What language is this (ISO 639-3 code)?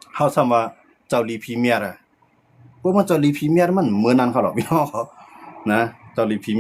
shn